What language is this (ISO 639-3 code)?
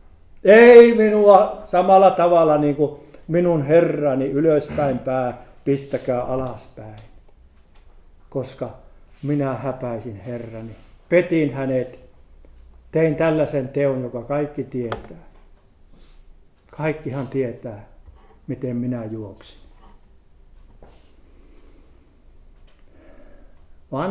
fin